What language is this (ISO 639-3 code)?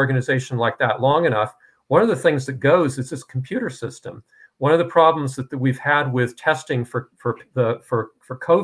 eng